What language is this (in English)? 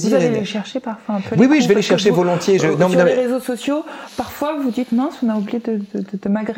French